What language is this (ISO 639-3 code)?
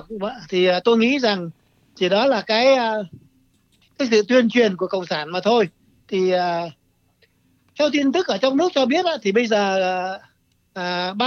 vie